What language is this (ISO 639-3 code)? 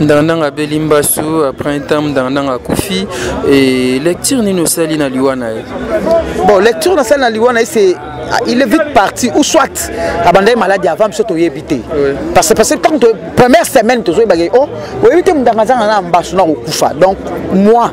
lin